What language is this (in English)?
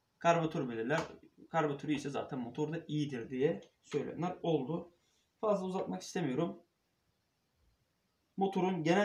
Turkish